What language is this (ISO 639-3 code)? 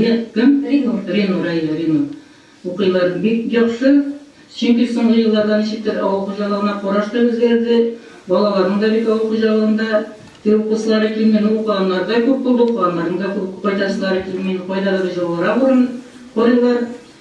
tat